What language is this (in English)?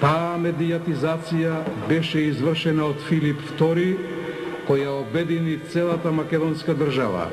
Macedonian